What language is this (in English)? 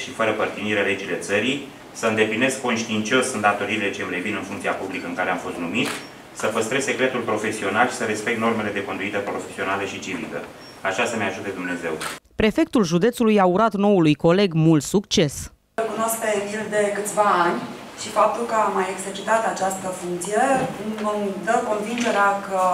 Romanian